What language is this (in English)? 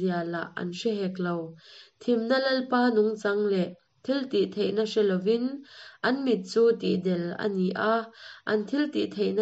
Mizo